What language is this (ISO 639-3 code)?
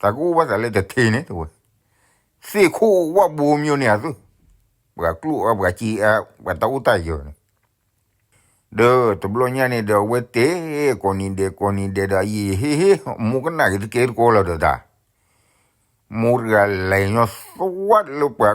ksw